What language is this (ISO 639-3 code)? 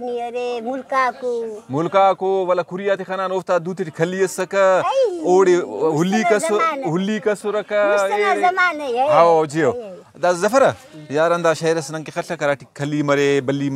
brh